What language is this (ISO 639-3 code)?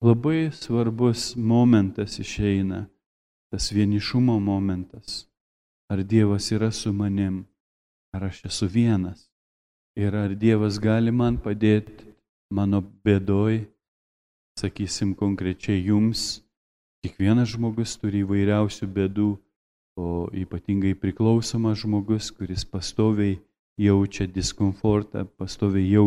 lit